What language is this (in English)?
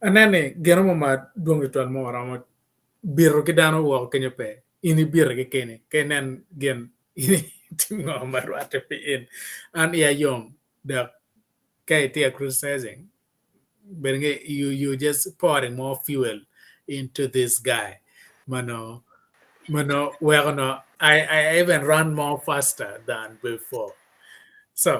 Acoli